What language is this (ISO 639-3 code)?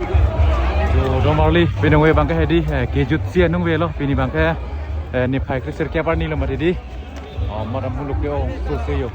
mjw